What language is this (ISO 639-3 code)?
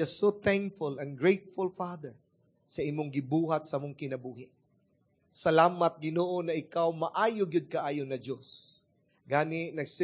ceb